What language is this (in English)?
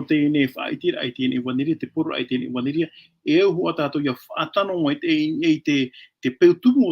Tahitian